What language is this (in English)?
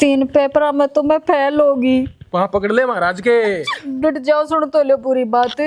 Haryanvi